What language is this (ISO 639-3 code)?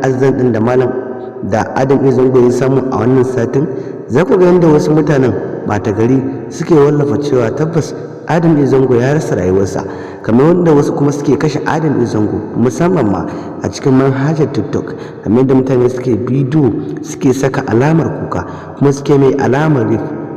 hau